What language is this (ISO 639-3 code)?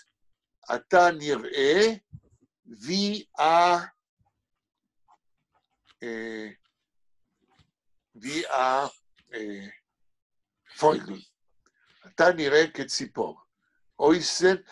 heb